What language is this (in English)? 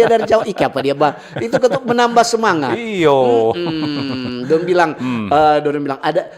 Manado Malay